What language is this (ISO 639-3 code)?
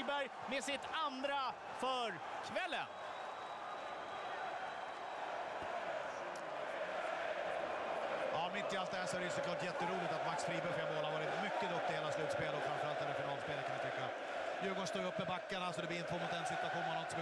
swe